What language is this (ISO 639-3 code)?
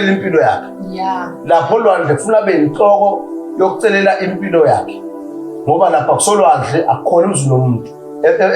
zul